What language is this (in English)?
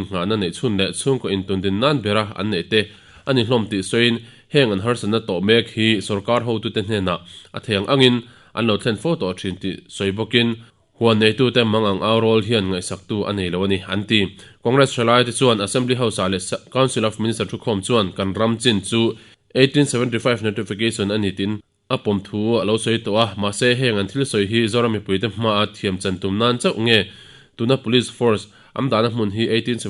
Mizo